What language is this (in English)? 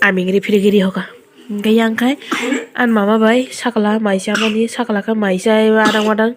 Kok Borok